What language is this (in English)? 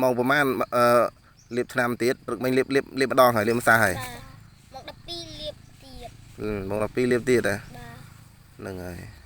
Khmer